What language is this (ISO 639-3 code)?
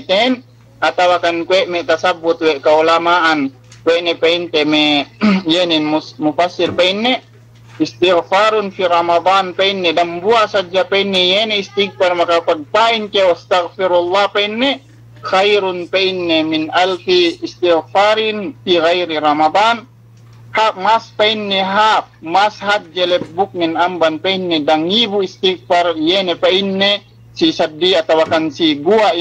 yka